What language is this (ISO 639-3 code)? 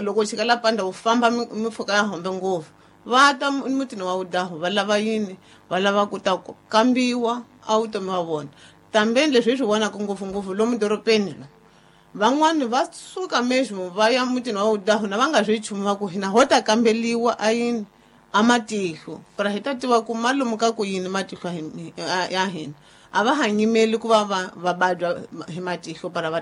tso